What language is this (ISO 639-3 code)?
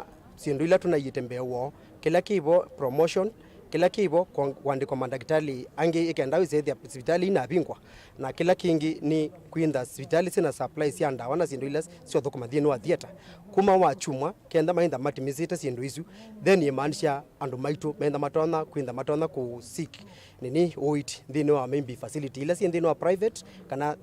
kam